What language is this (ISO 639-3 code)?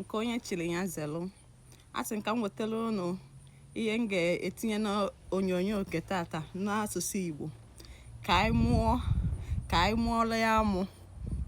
ibo